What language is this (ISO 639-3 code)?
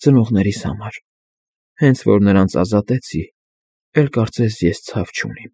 hye